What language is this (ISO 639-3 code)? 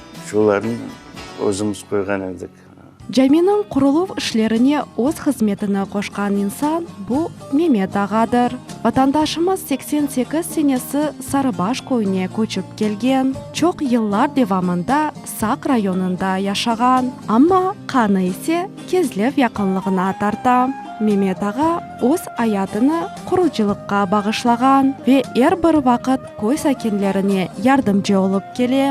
crh